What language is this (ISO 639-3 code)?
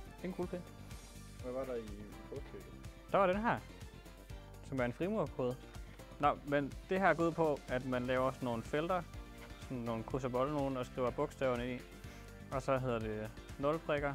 dan